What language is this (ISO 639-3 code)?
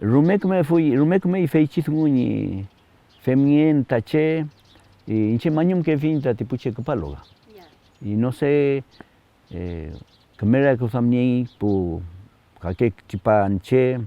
arn